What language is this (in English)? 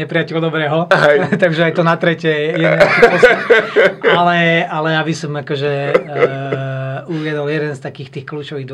Slovak